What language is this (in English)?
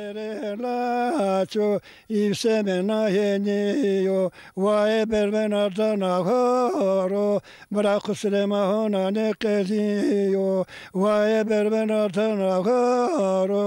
Zaza